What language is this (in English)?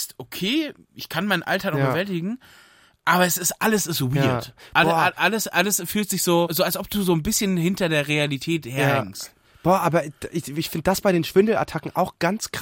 German